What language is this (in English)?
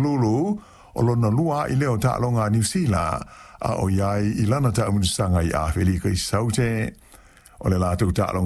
Samoan